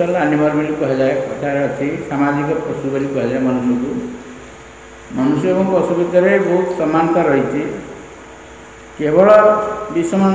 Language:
Odia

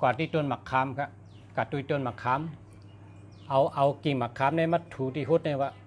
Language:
Shan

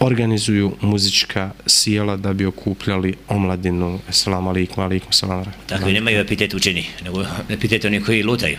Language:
Bosnian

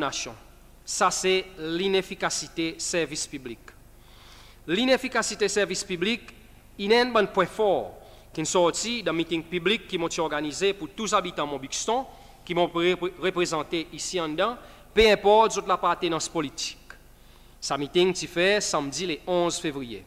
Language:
Seselwa Creole French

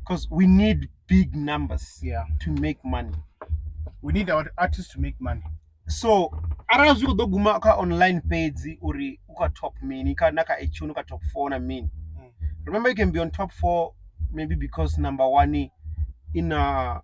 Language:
Venda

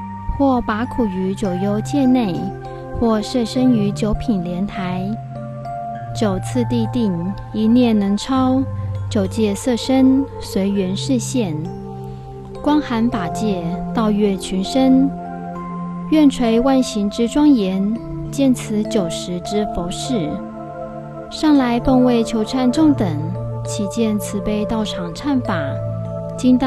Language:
Chinese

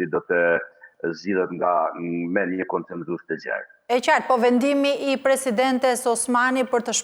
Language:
Albanian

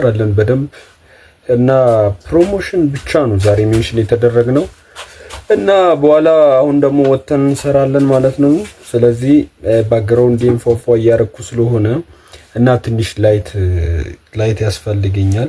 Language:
Amharic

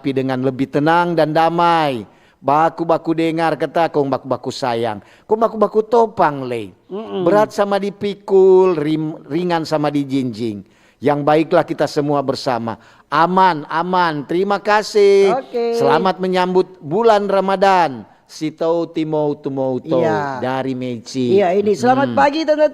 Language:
Manado Malay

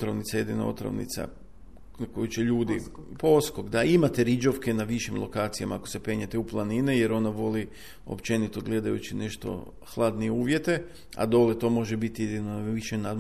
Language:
Croatian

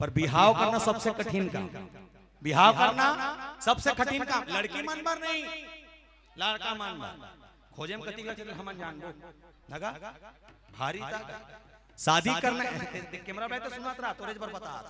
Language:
Chhattisgarhi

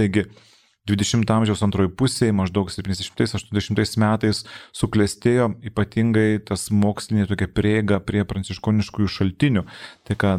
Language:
Lithuanian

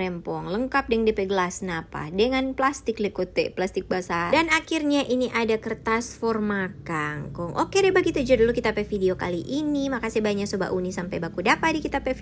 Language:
Manado Malay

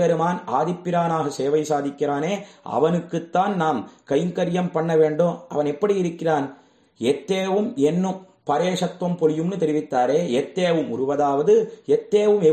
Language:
Tamil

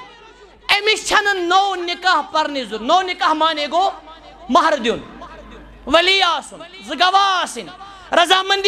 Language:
Kashmiri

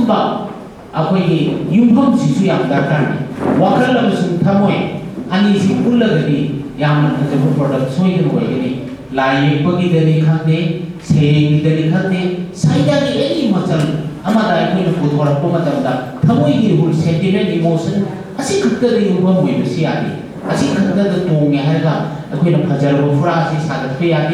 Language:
Manipuri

